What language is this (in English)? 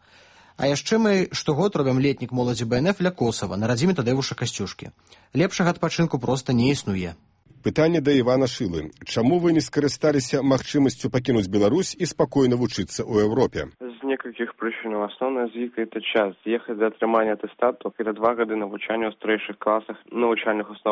Belarusian